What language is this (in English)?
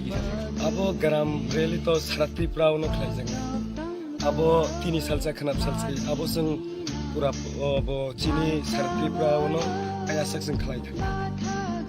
Kok Borok